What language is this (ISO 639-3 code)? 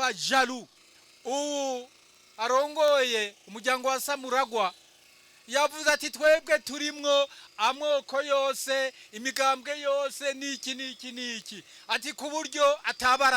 run